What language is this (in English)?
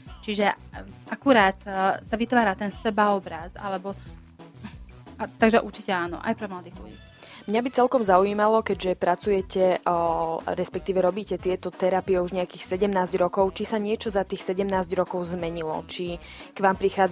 Slovak